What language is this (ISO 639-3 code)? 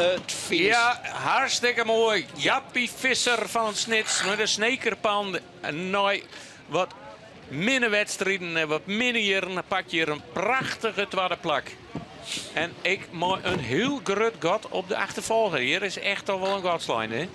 fry